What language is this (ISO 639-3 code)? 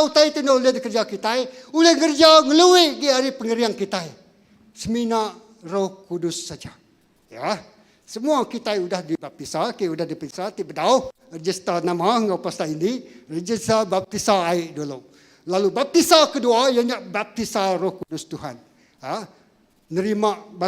iba